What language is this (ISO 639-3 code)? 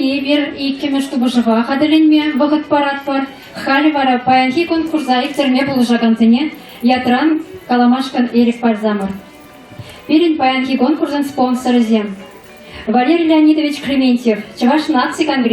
chv